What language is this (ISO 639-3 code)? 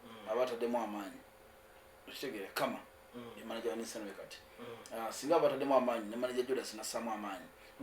lug